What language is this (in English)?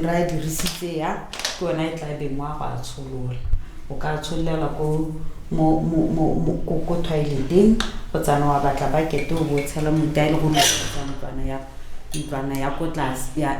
Tswana